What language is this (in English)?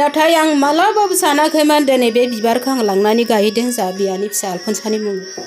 Bodo